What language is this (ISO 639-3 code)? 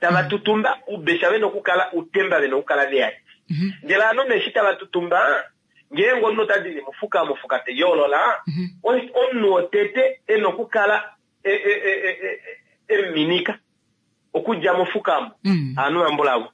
kua